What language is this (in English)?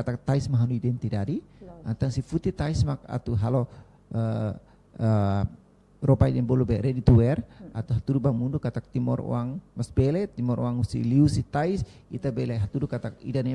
Tetum